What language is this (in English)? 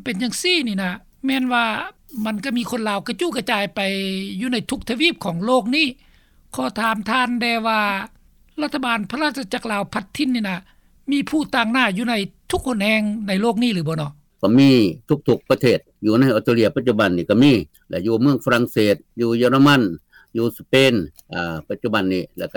Lao